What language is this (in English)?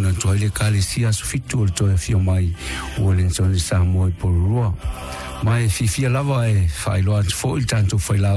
Samoan